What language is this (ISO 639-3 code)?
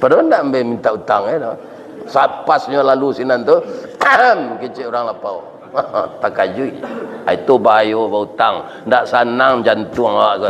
min